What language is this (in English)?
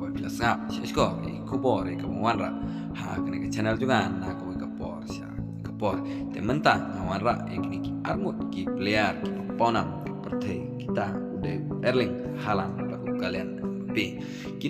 Khasi